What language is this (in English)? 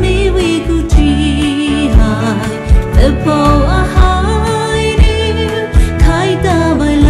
Poumei Naga